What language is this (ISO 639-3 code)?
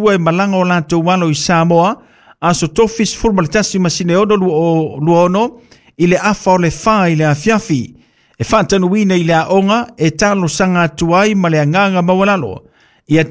smo